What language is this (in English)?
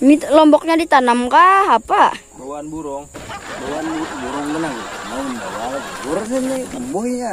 Banjar